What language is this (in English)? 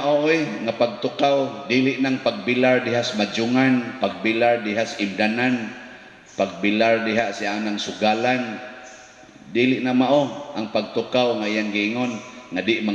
Cebuano